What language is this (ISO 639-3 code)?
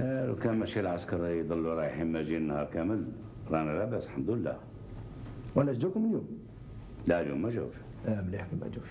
arq